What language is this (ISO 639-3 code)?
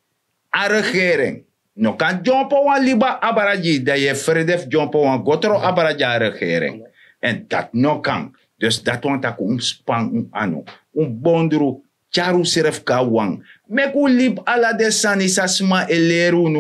srn